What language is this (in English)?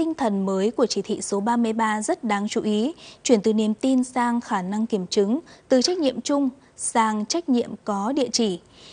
Vietnamese